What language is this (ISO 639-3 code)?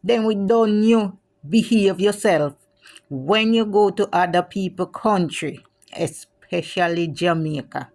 jam